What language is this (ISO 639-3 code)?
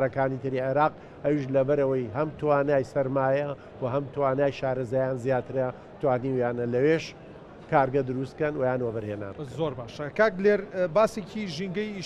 ckb